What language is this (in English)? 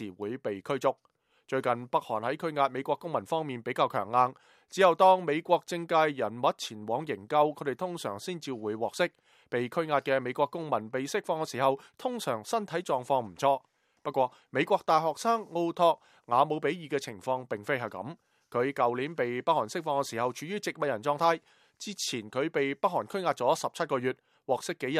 Cantonese